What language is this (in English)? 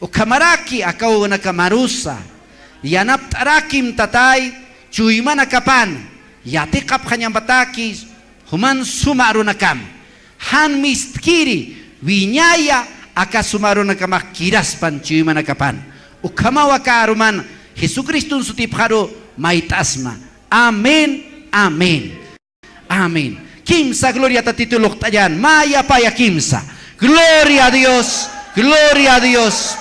Aymara